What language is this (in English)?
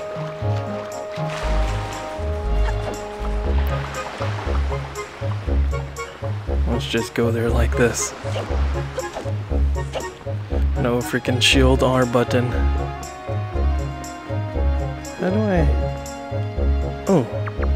English